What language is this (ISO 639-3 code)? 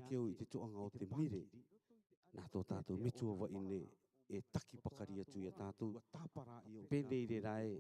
rar